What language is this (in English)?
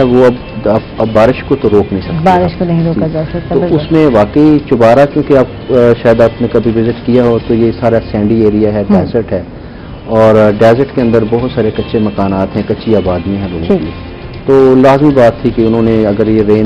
Urdu